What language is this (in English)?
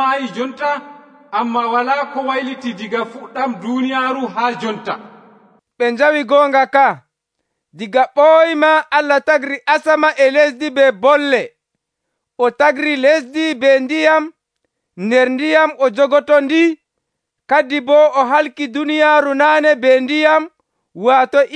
Nigerian Fulfulde